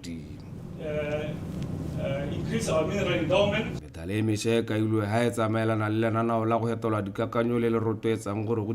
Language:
Tswana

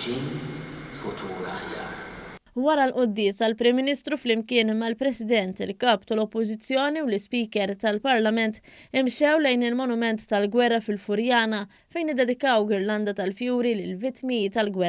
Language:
Maltese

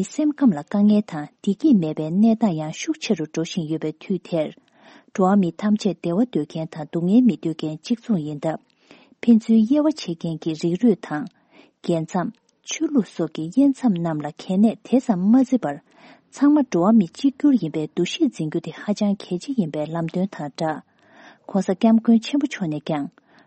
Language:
Tibetan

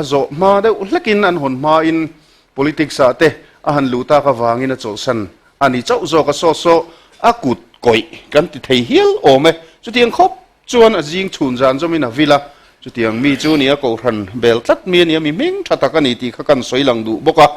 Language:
Mizo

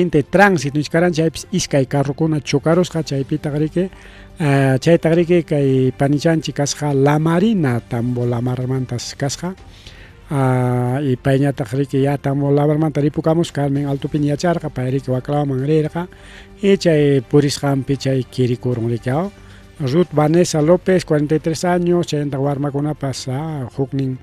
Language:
Ayacucho Quechua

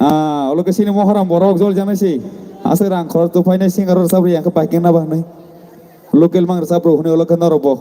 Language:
Kok Borok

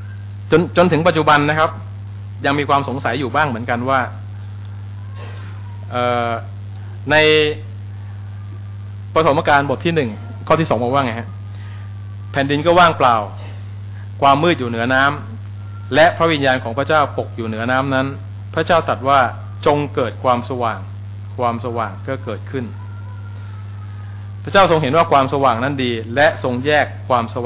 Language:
Thai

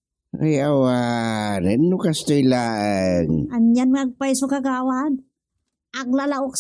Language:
Iloko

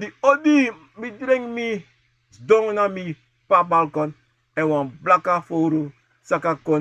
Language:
Sranan Tongo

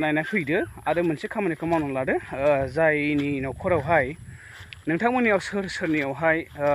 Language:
Bodo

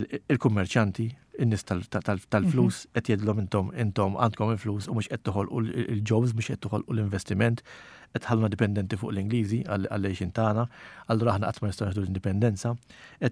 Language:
Maltese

